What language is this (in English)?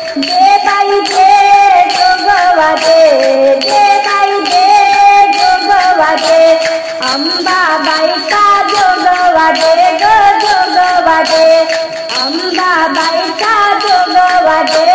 Marathi